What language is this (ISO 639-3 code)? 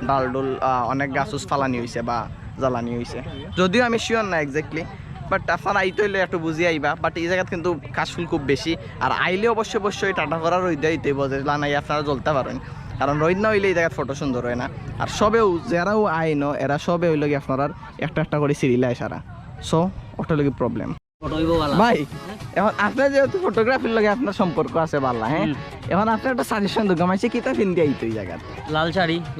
syl